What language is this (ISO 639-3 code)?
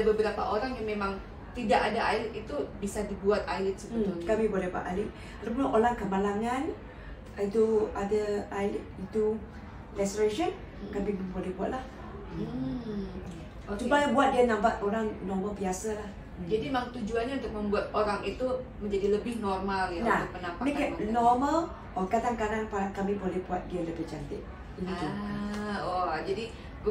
msa